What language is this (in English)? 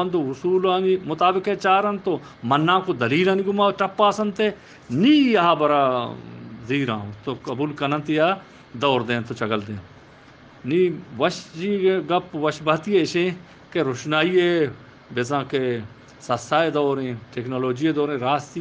Eastern Balochi